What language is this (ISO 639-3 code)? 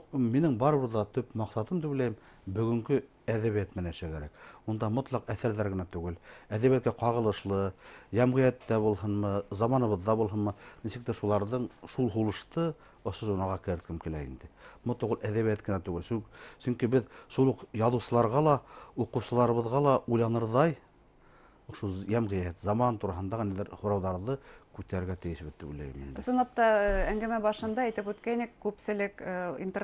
bak